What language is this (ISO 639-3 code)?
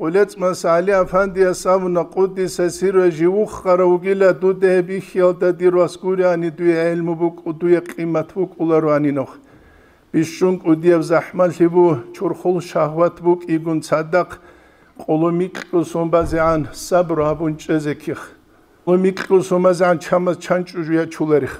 ava